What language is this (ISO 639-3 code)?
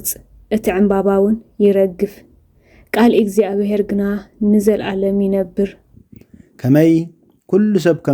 tir